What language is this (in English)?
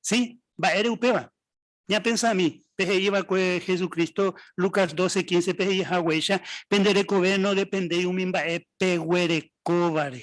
Guarani